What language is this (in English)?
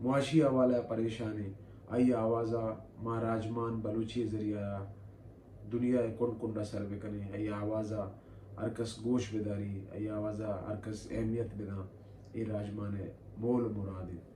Baluchi